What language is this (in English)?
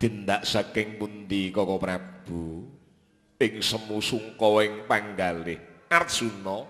Javanese